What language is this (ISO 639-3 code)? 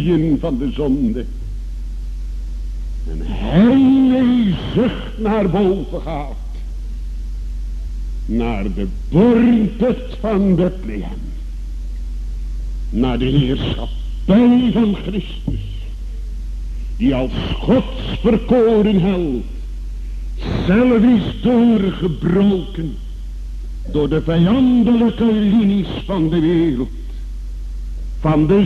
nld